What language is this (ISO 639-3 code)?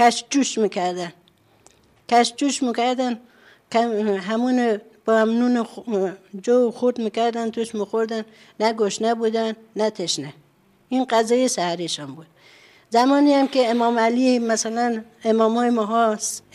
fas